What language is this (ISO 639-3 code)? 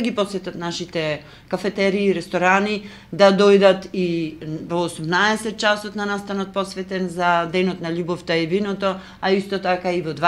mkd